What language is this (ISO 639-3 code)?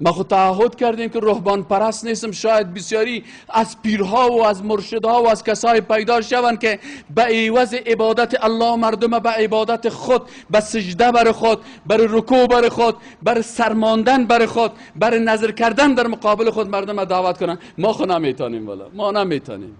fas